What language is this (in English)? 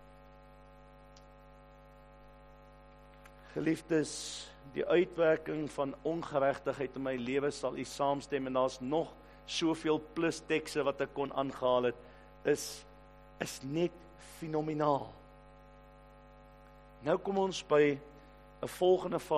Afrikaans